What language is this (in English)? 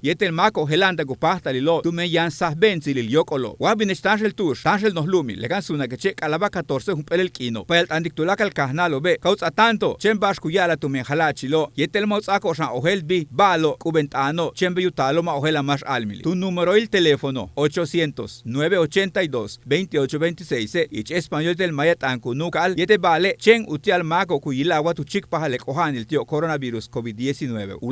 Yucateco